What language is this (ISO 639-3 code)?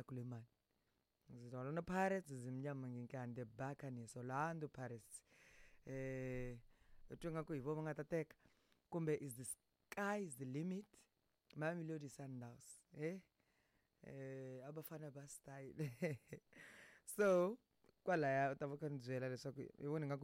tso